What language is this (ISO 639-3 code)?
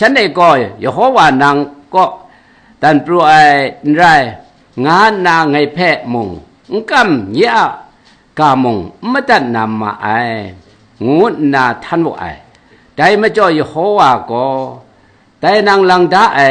kac